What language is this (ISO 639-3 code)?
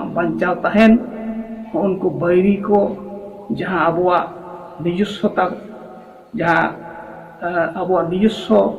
sat